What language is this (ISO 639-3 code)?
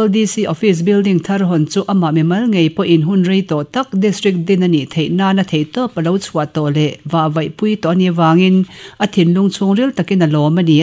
lus